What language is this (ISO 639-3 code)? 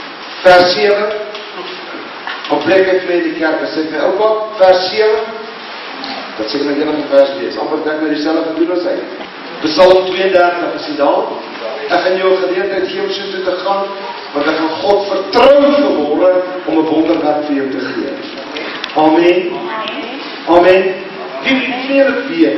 afr